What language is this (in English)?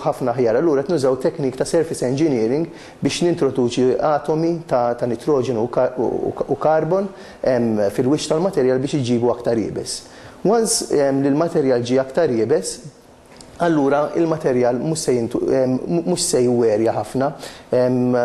Maltese